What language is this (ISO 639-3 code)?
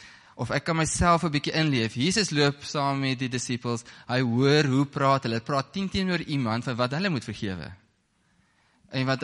afr